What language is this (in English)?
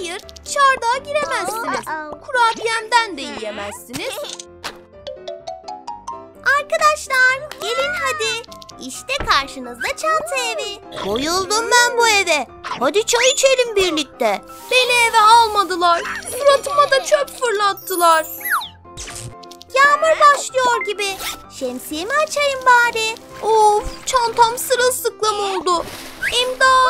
Turkish